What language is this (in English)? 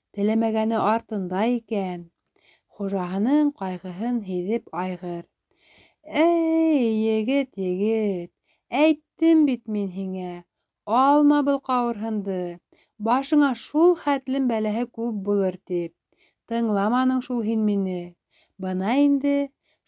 Bashkir